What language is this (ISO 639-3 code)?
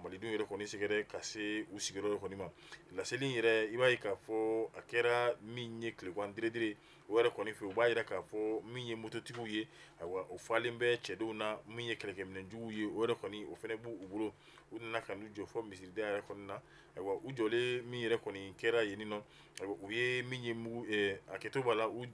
bam